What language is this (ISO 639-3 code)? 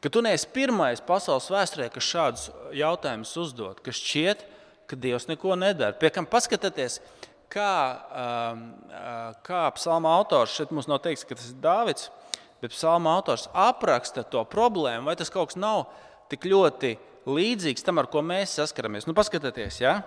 lav